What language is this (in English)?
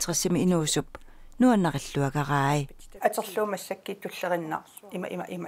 Kalaallisut